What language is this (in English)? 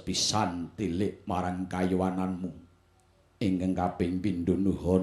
Javanese